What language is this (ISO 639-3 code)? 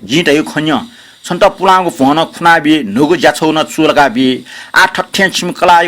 new